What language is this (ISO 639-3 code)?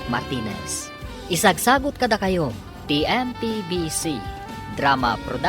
ilo